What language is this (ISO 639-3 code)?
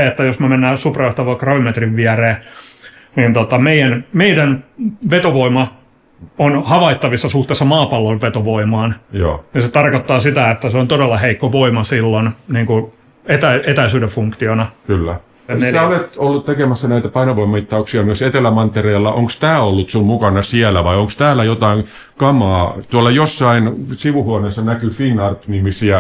fin